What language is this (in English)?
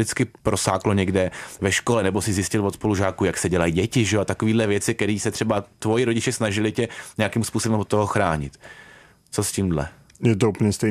Czech